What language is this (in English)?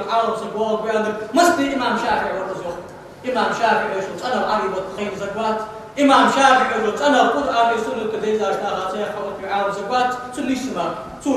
Ingush